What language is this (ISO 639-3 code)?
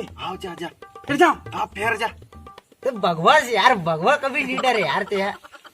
hne